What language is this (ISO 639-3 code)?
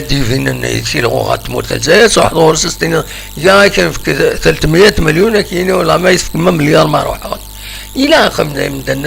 kab